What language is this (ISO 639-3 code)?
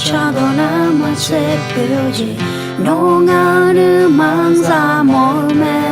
ahk